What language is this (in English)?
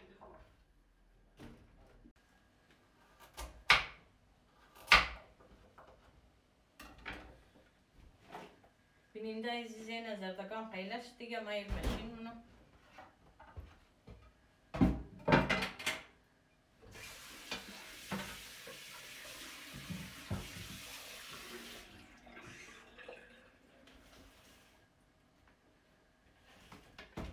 Persian